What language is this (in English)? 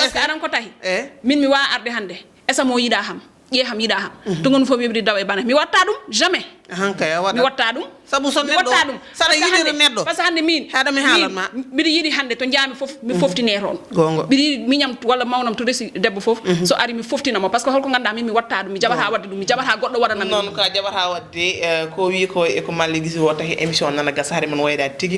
Fula